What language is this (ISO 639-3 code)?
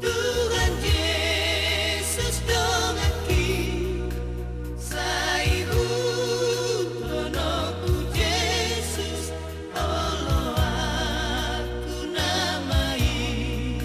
bbc